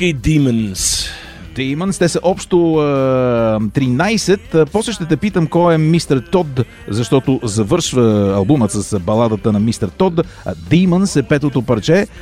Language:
Bulgarian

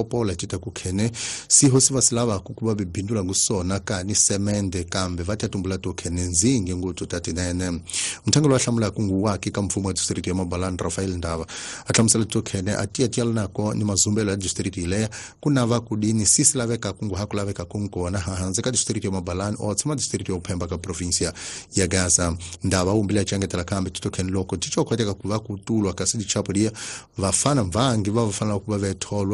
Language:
Tsonga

